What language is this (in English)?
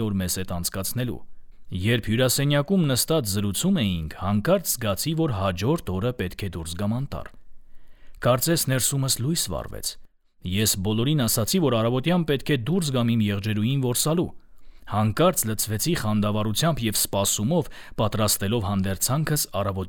Armenian